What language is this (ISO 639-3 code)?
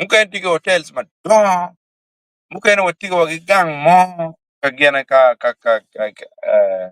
ach